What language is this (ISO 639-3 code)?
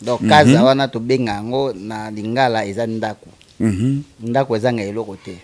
lin